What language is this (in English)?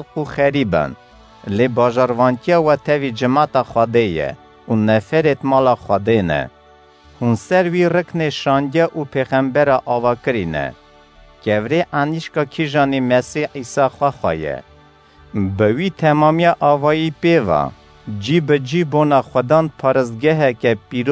Kurdish